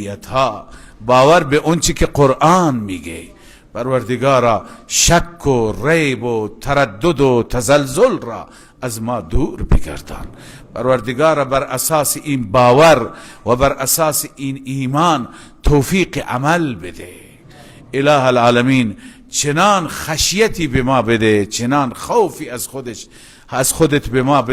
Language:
Persian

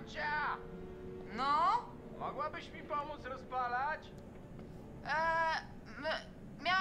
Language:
Polish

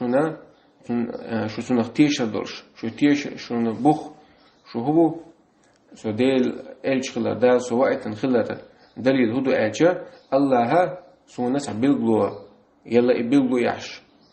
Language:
Chechen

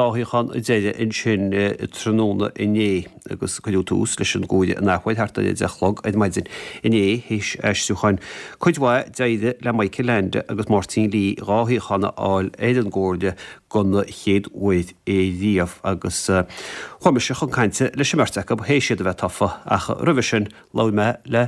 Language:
Irish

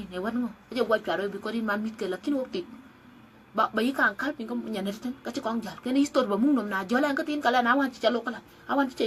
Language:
Dinka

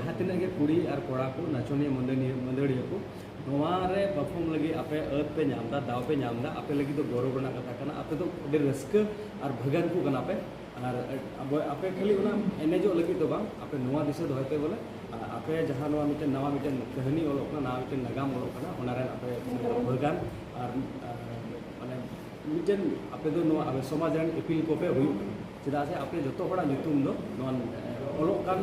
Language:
Santali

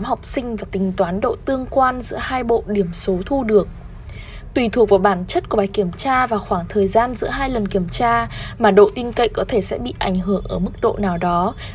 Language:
Vietnamese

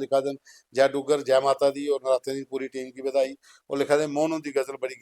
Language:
Dogri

